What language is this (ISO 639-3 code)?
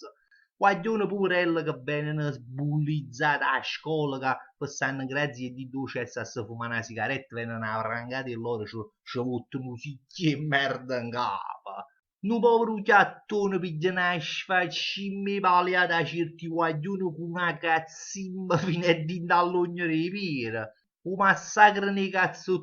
nap